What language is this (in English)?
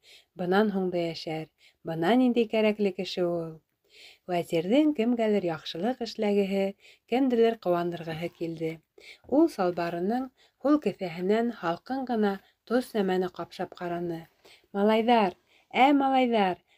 Bashkir